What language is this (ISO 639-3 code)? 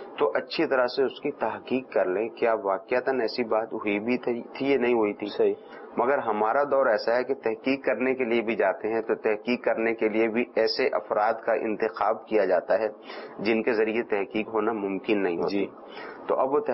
urd